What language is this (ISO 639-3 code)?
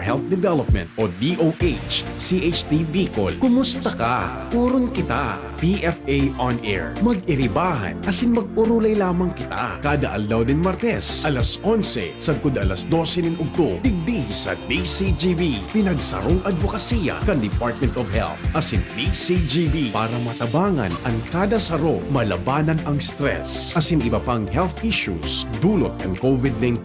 bik